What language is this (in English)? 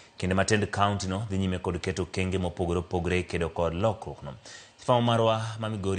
Luo (Kenya and Tanzania)